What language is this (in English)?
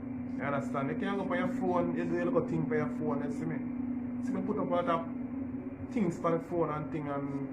Jamaican Creole English